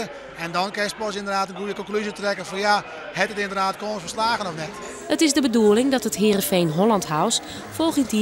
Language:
Western Frisian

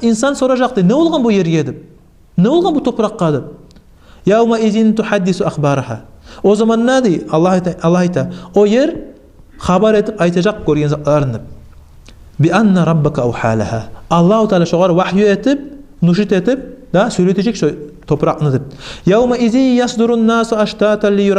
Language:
Kumyk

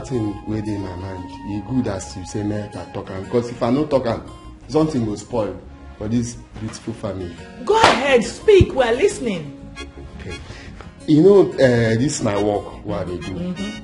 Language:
Nigerian Pidgin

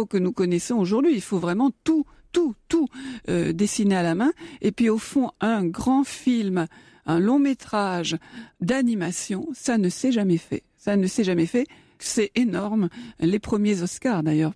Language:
French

